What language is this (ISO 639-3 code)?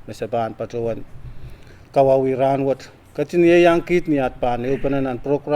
pon